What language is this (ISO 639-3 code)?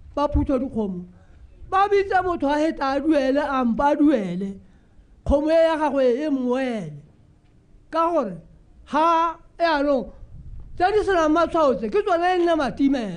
tsn